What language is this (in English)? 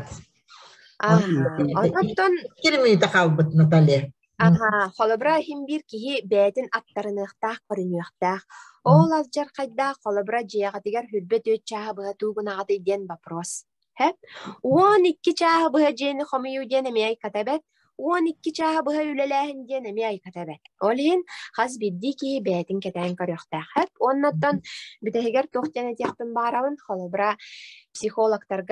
Yakut